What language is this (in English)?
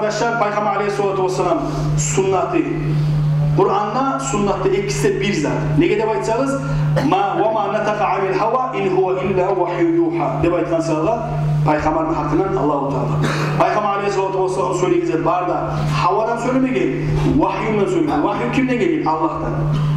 Kumyk